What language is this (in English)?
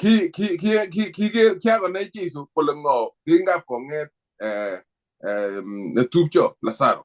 Kalenjin